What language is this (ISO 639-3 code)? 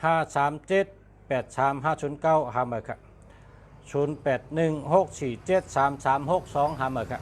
shn